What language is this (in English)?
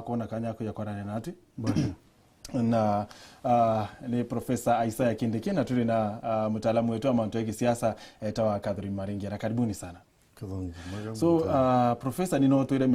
Meru